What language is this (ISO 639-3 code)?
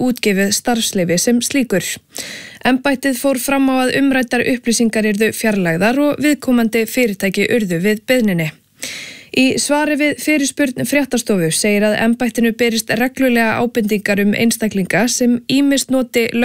isl